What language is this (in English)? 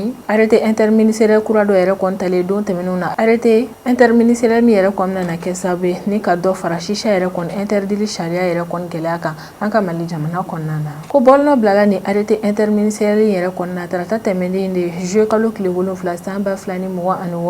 Bambara